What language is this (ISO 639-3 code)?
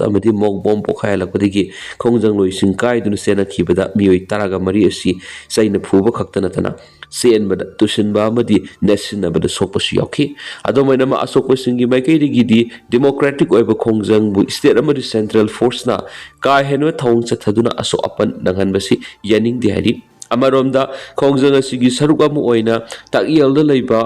mni